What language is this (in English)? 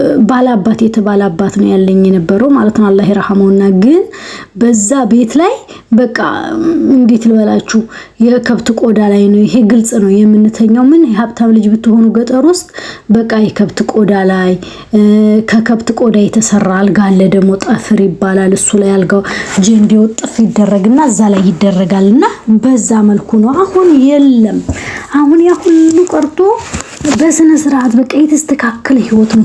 Amharic